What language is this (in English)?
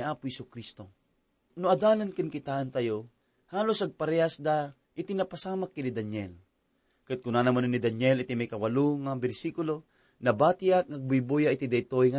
Iloko